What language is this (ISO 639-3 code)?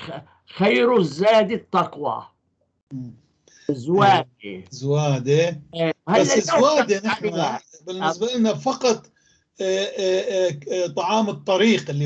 apc